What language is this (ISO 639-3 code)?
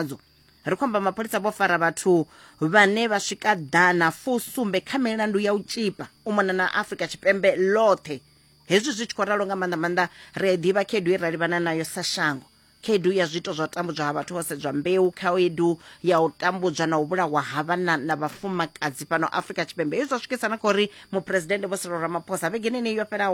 ven